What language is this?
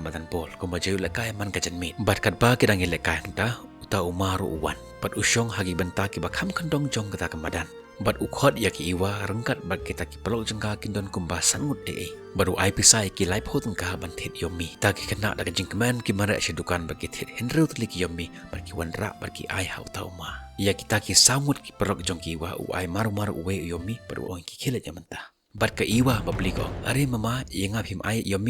Khasi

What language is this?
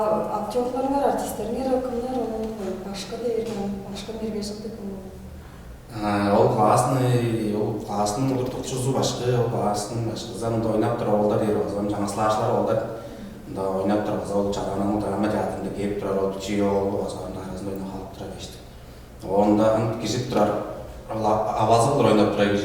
Tuvinian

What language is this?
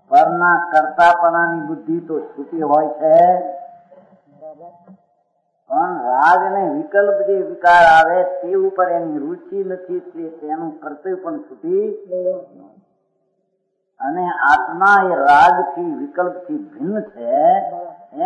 Gujarati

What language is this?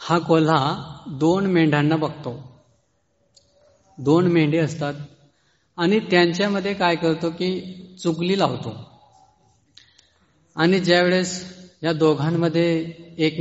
Marathi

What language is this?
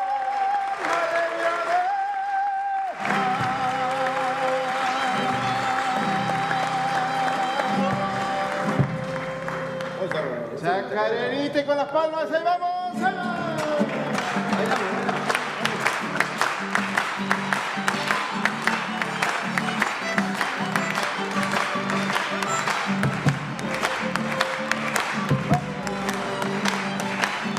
Spanish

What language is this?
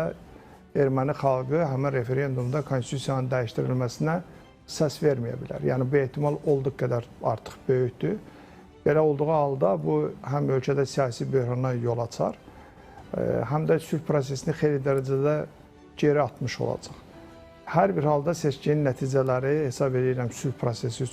Azerbaijani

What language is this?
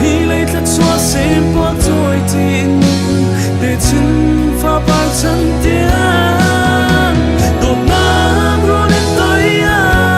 Hakha Chin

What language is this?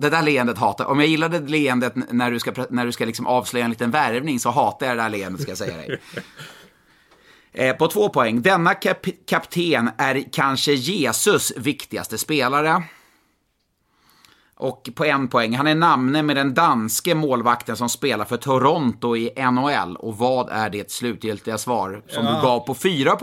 Swedish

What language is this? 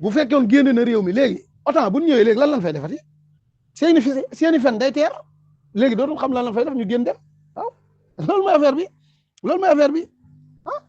Wolof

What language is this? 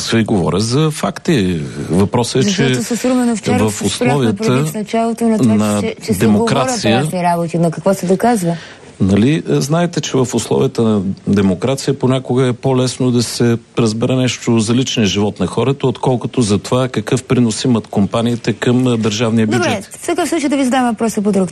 Bulgarian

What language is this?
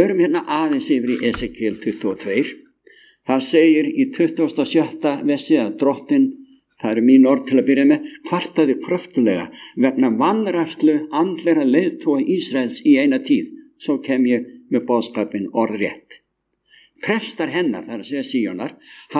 Icelandic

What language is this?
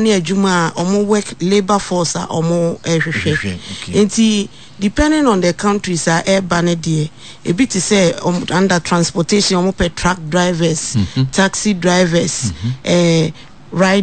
Akan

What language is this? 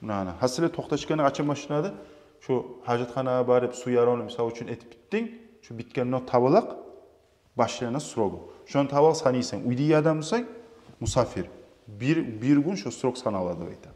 Kumyk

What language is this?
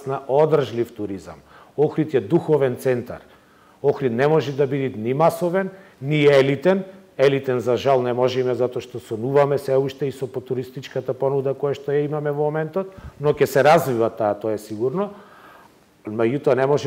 Macedonian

